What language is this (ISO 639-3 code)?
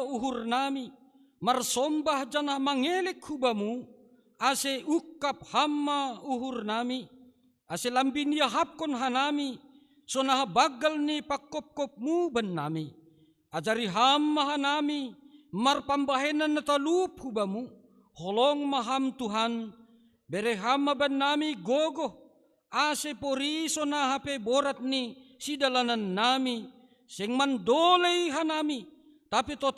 bts